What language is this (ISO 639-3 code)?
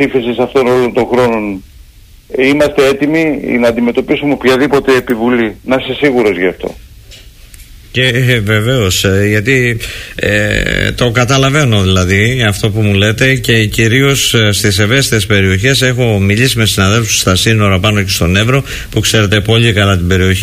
ell